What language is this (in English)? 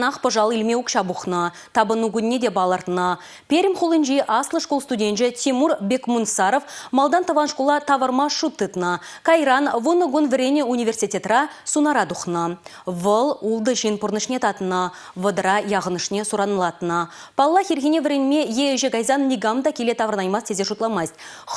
Chuvash